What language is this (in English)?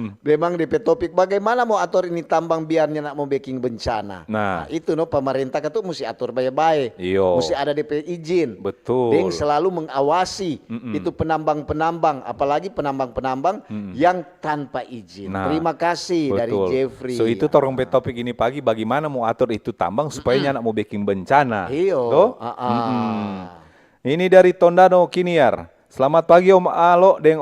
Manado Malay